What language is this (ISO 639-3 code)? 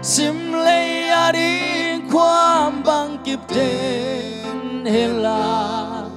ctd